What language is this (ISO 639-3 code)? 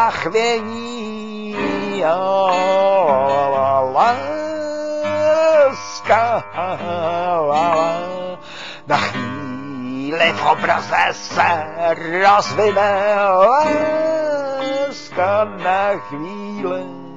ces